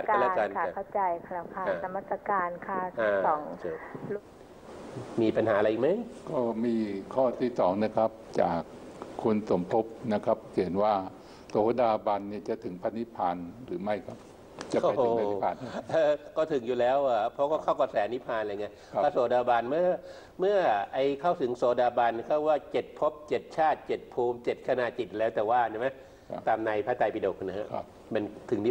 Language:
Thai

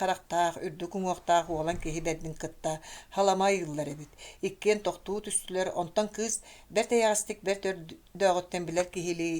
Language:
Yakut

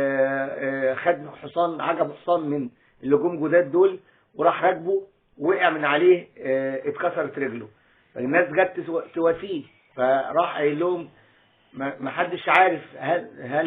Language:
Egyptian Arabic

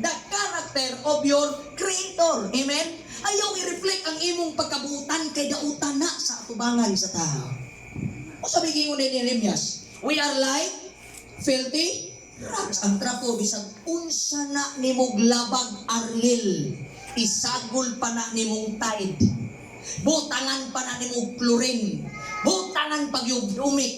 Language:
Cebuano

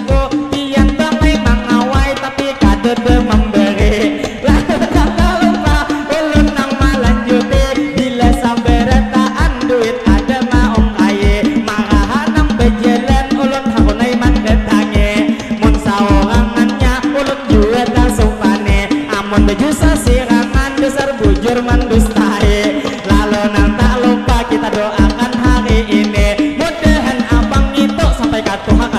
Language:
Banjar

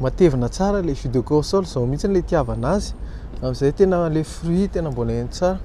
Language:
Malagasy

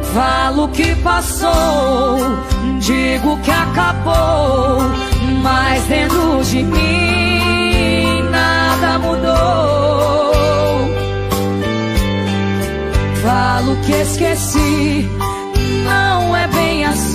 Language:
Portuguese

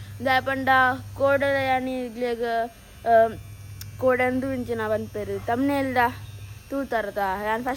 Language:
Tulu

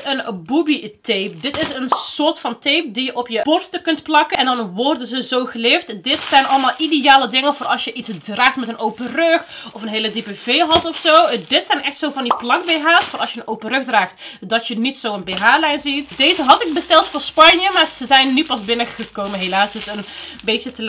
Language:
Dutch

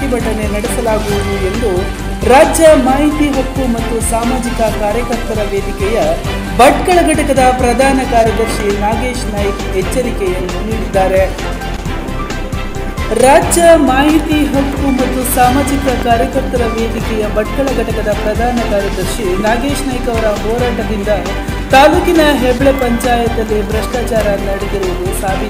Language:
Kannada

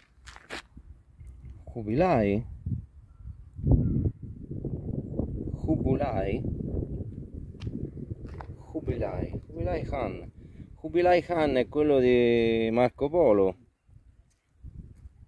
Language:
Italian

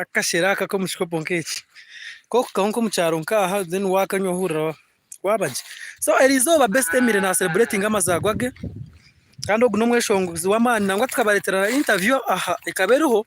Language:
Nyankole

